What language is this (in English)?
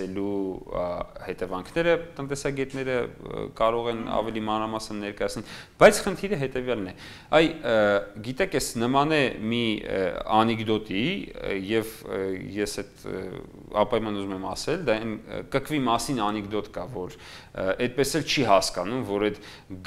Armenian